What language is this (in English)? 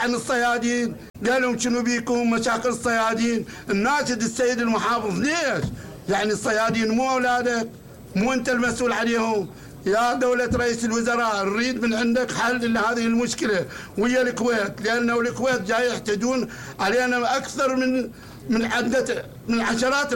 Mesopotamian Arabic